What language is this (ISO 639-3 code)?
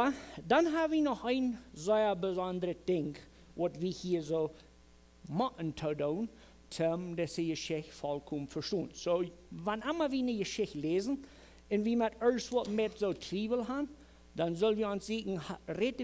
pdt